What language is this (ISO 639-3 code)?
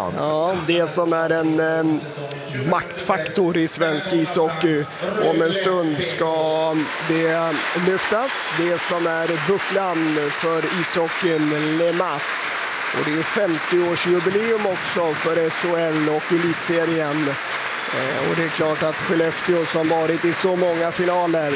swe